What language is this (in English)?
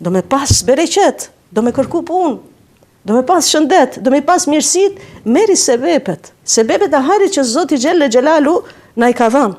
Albanian